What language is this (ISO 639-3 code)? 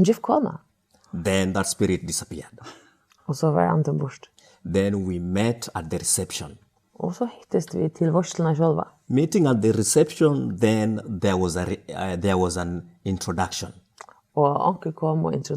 fao